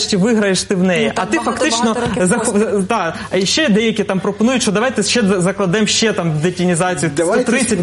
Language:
Ukrainian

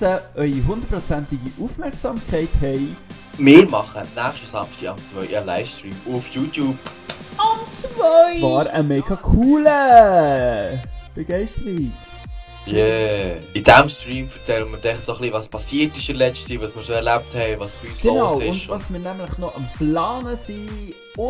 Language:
Swiss German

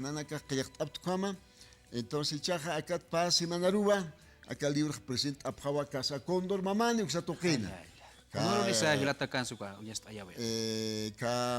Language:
Aymara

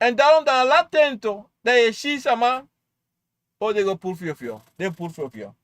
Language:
Sranan Tongo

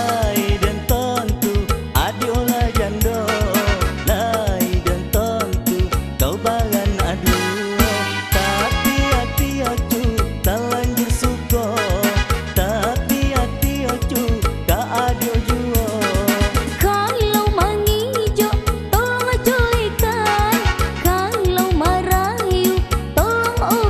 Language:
Minangkabau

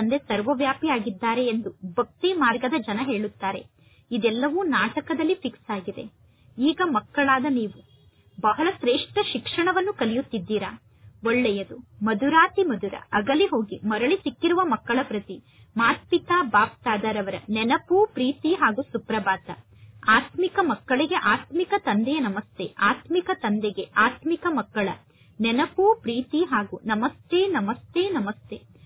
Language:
Kannada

